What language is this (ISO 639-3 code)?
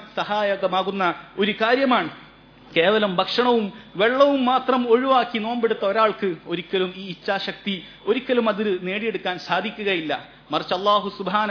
mal